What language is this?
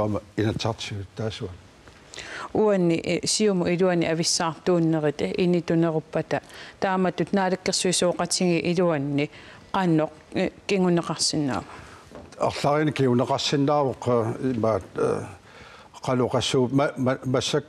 Kalaallisut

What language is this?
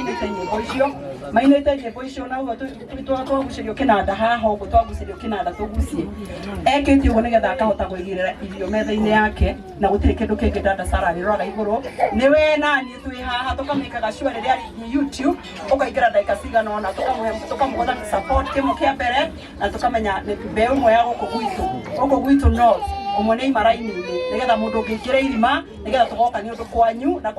Kikuyu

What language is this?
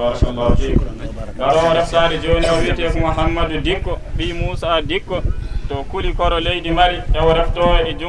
Fula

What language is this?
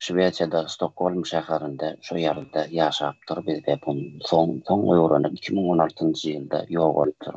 Turkmen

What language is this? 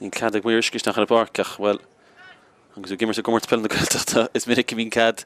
Irish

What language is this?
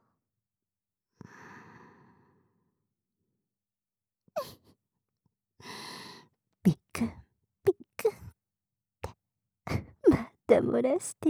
Japanese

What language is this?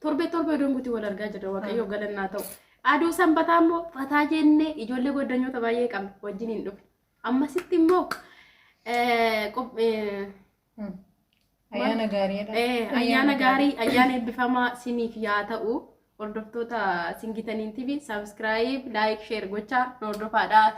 Oromo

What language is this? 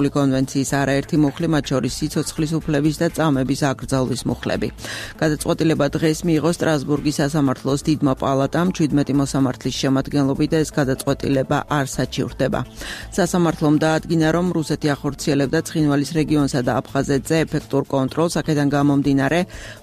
Georgian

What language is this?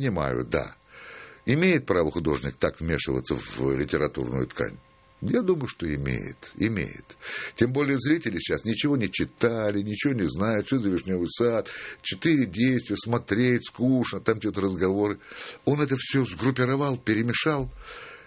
Russian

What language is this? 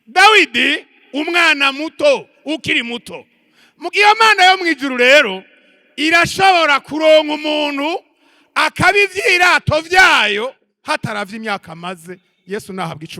Rundi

